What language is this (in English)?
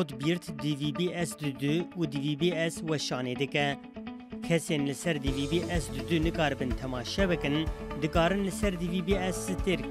Kurdish